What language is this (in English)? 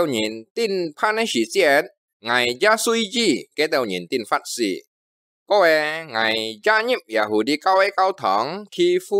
Hakka Chinese